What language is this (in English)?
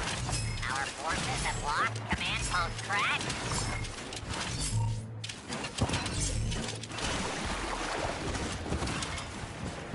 English